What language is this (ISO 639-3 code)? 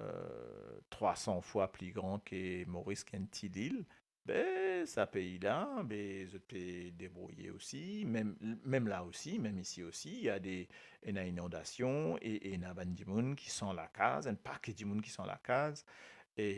mfe